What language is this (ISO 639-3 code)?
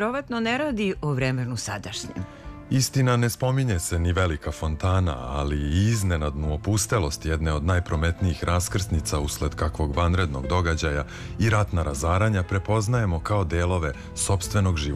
srp